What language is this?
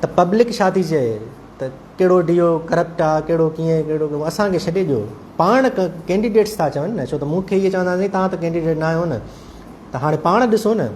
Sindhi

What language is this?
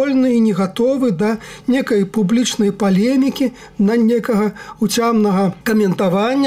Belarusian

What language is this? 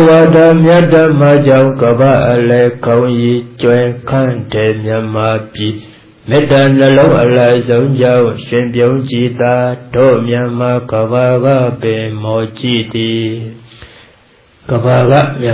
Burmese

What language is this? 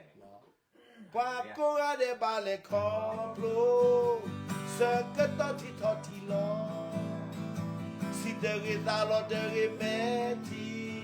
S'gaw Karen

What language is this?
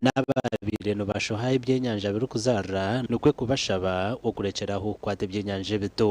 Nyankole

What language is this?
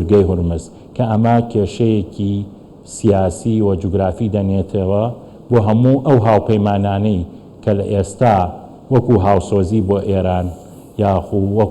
Central Kurdish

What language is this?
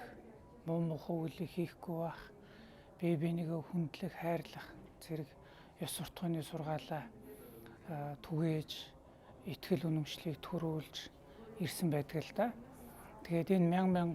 Mongolian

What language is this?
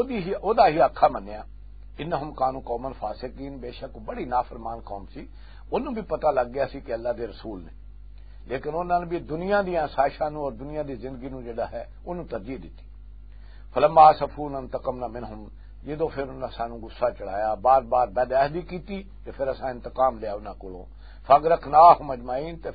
Western Panjabi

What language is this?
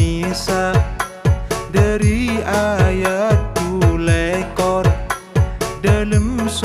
Madurese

